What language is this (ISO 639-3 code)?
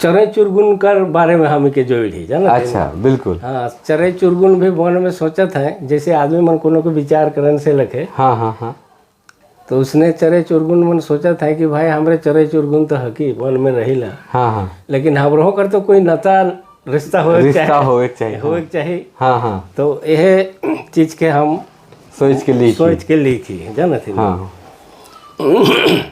sck